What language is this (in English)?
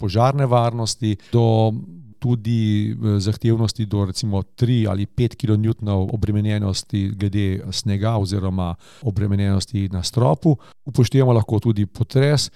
Slovenian